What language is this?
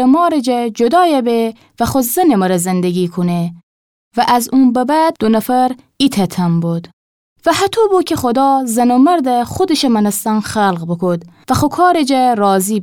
Gilaki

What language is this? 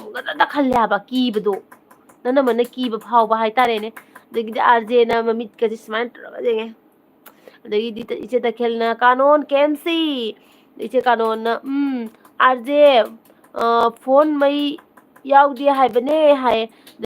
Manipuri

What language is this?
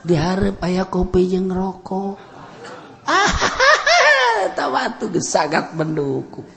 Sundanese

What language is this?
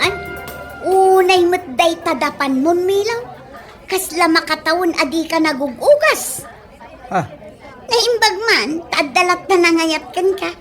Iloko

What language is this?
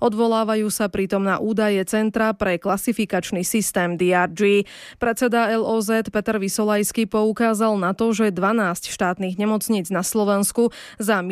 Slovak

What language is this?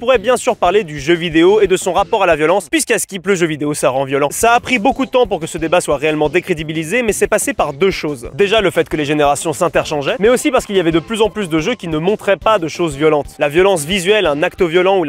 French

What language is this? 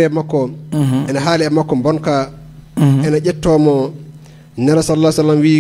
Fula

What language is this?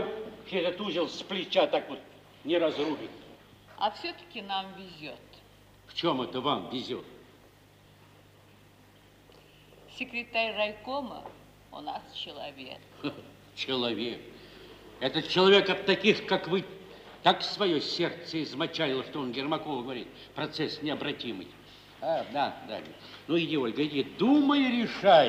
Russian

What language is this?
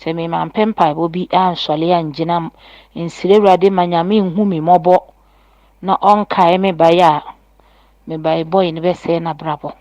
Akan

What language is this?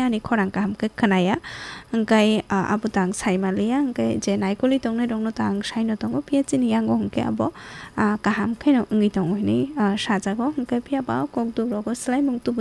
Kok Borok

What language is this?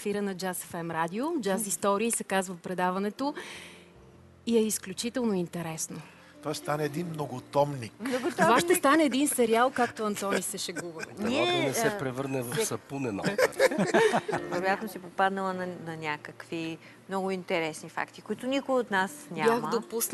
Bulgarian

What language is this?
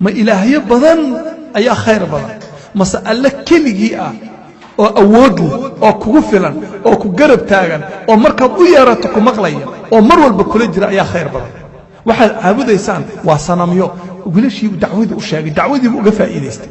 Somali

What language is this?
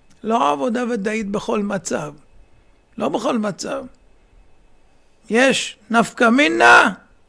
Hebrew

